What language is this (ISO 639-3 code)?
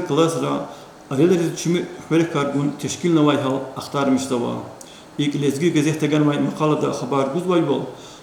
lez